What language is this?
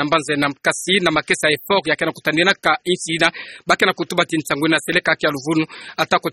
Kituba (Democratic Republic of Congo)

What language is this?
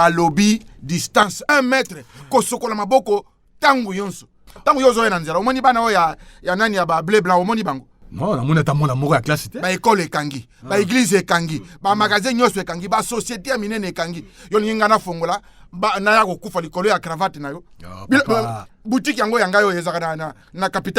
Lingala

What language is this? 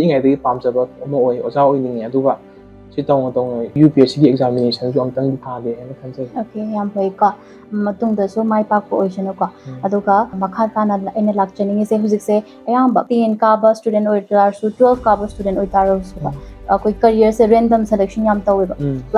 Manipuri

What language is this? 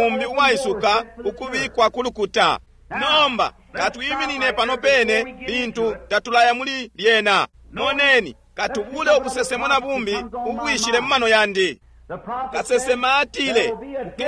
Bemba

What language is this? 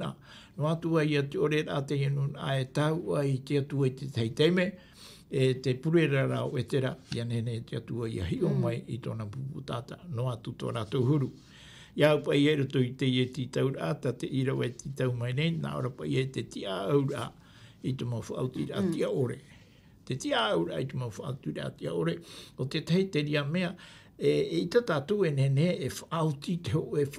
Tahitian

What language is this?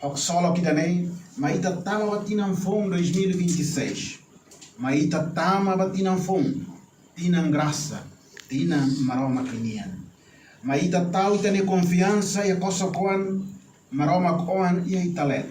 Tetum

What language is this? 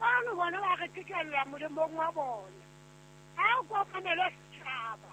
Southern Sotho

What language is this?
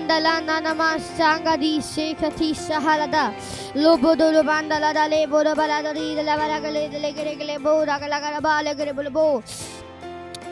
Gujarati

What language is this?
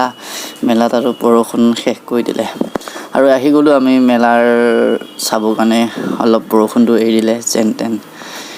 Assamese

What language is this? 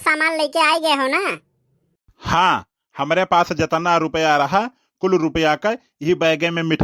Awadhi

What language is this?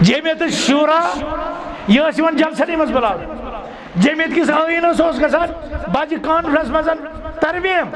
Kashmiri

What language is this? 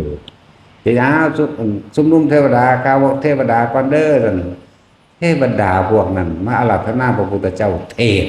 Northeastern Thai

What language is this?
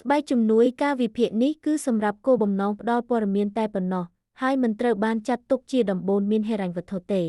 Khmer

